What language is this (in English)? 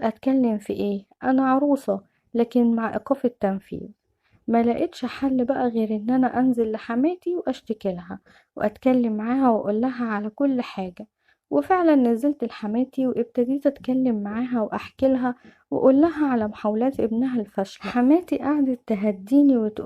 Egyptian Arabic